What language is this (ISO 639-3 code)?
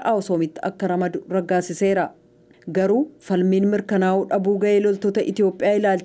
orm